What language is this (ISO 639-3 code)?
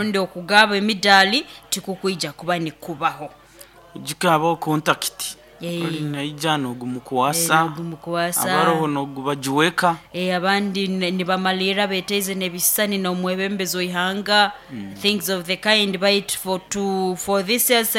nyo